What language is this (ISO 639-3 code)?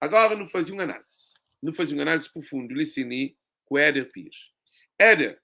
kea